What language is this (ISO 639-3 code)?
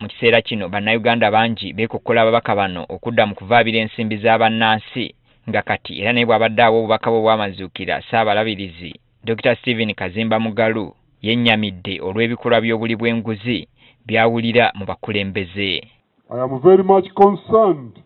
lug